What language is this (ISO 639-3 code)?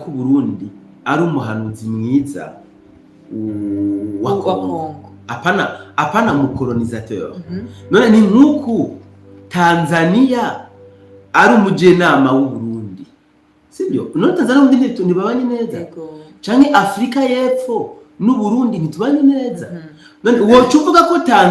run